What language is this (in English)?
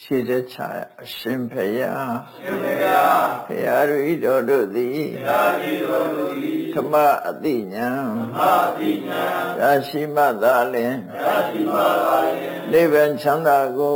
Burmese